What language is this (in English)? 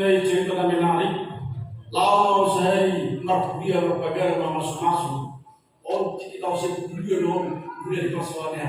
Batak Toba